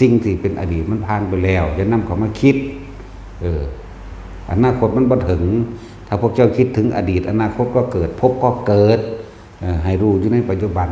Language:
Northeastern Thai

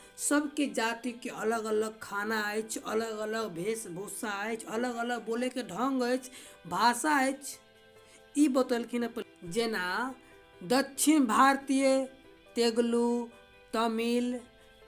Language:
Maithili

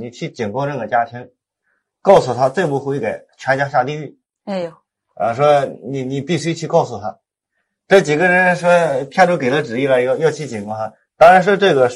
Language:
Chinese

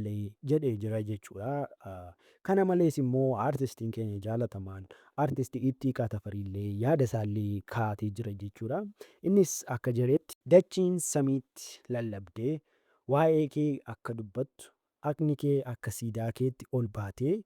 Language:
Oromo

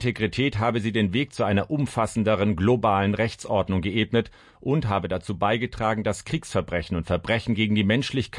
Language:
German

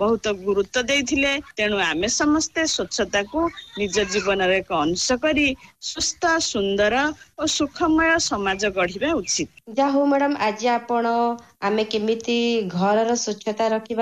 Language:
Odia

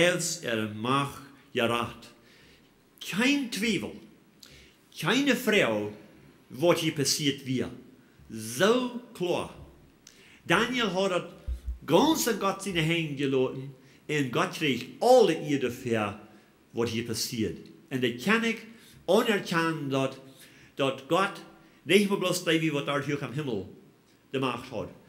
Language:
Plautdietsch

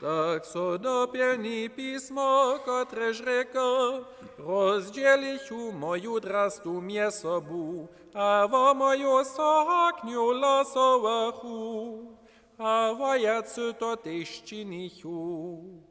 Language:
Upper Sorbian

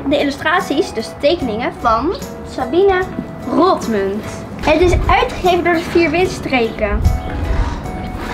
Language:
Dutch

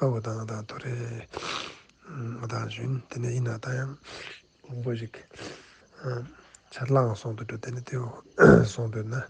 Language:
Ladakhi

